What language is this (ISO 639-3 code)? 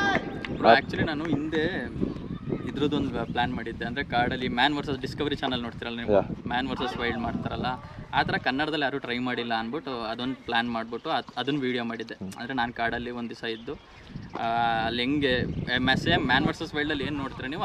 kan